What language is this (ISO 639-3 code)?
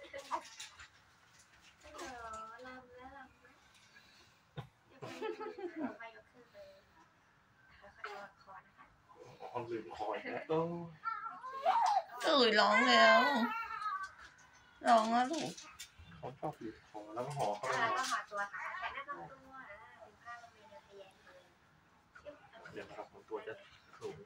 tha